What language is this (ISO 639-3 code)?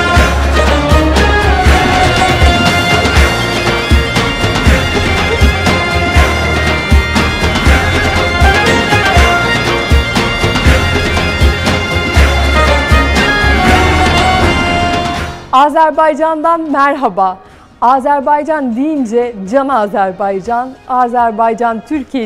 tur